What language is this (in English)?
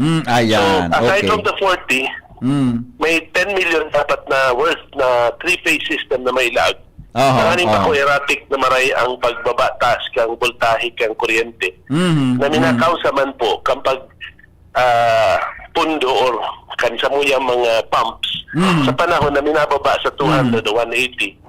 Bikol